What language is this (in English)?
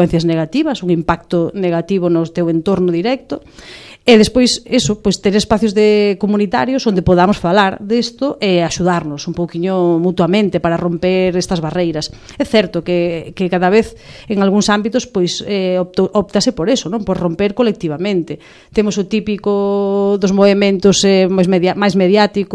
Galician